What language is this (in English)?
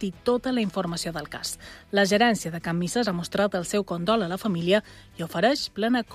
Catalan